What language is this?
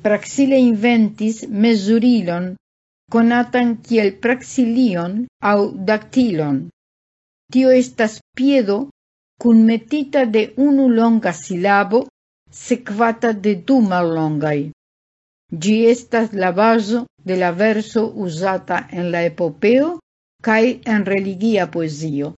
Esperanto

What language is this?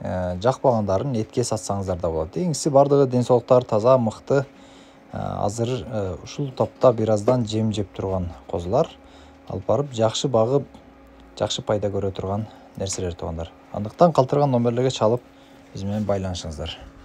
Kyrgyz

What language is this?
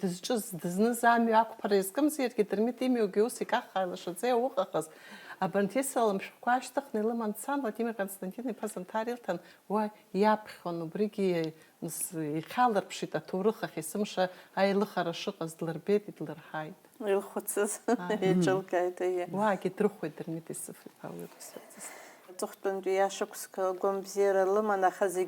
Abkhazian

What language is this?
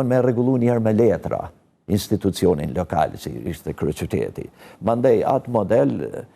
Albanian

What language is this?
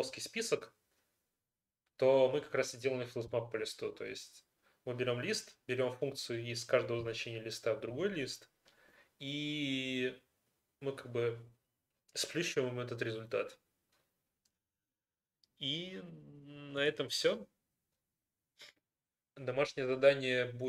Russian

